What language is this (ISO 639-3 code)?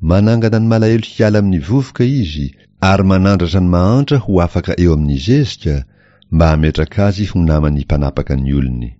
mlg